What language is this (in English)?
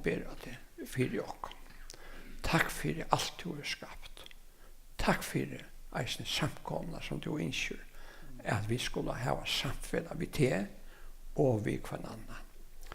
Faroese